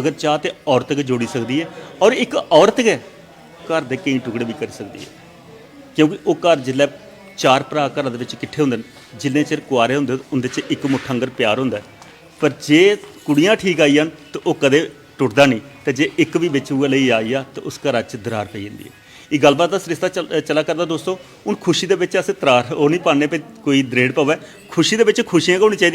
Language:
Dogri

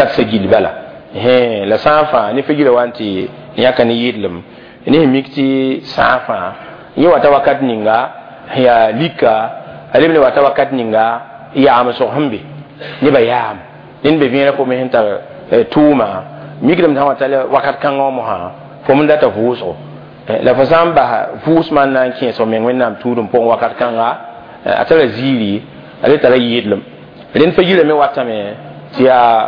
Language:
Mossi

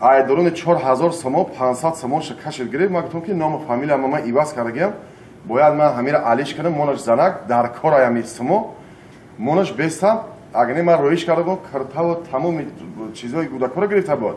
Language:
Tajik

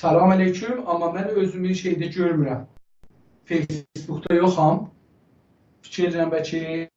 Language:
South Azerbaijani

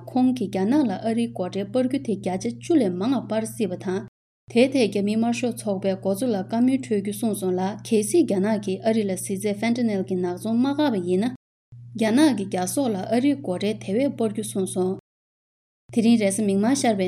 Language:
Tibetan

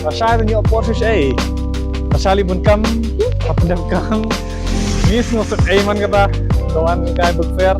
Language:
Khasi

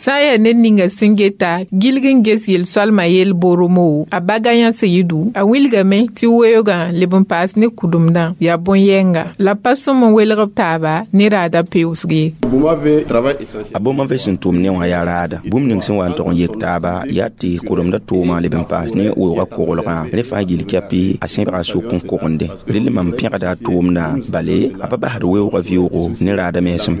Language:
Mossi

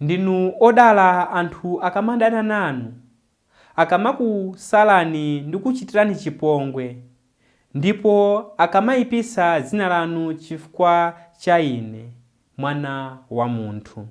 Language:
Nyanja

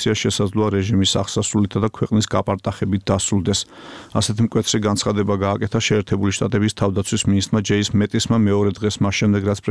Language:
Georgian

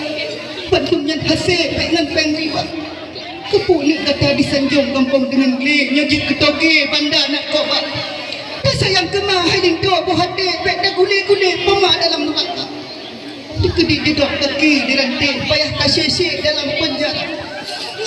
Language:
Achinese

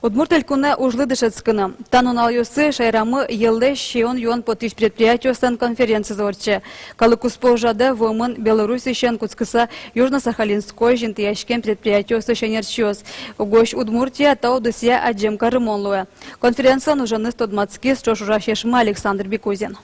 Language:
Udmurt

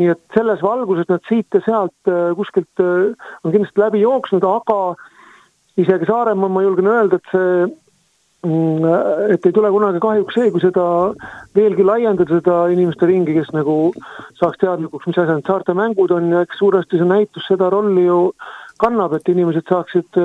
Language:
Estonian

